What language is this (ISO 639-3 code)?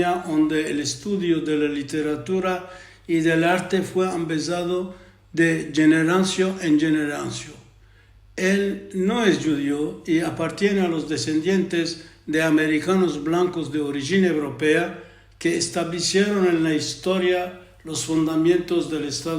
lad